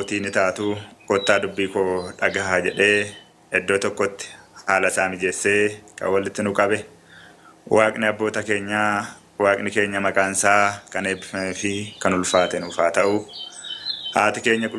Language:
Oromo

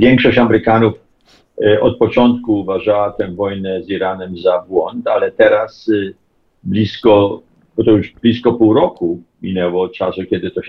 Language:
Polish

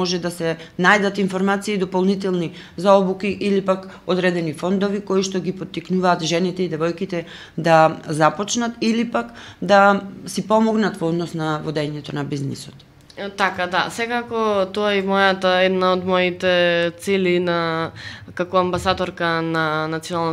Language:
Macedonian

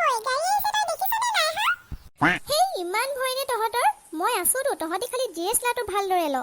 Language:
Assamese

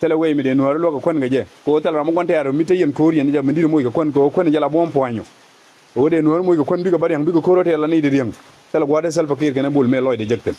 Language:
Nuer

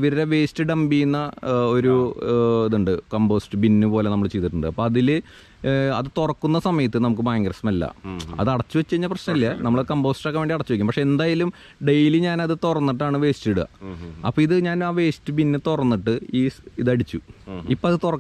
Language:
Malayalam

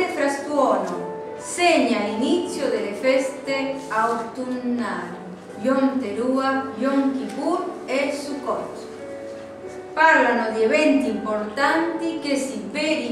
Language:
Italian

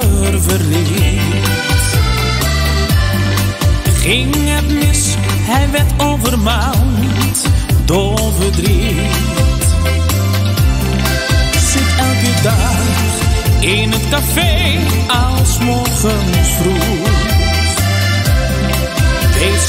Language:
Dutch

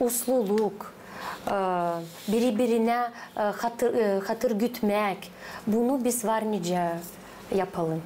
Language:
Gagauz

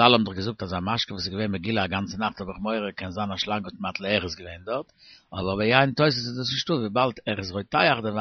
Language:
Yiddish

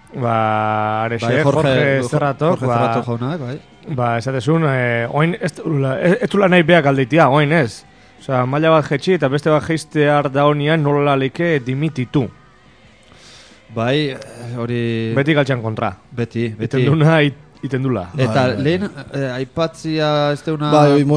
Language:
Basque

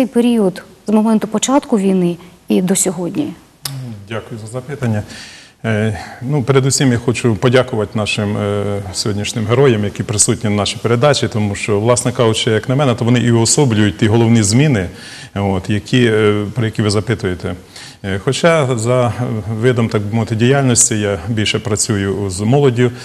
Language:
Ukrainian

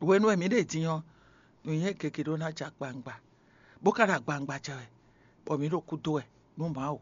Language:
Fon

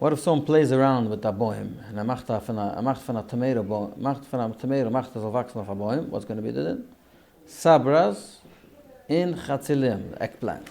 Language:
Yiddish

